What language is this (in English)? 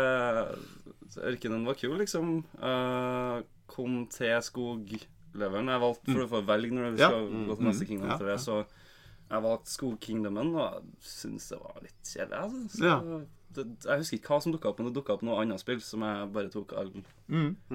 Norwegian